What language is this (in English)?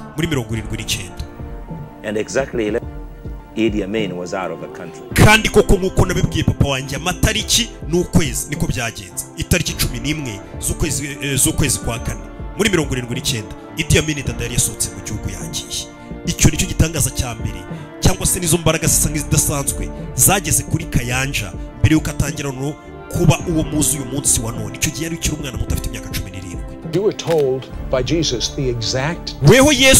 Kinyarwanda